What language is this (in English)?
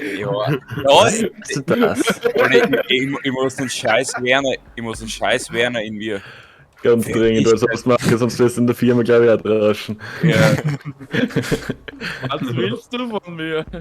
Bavarian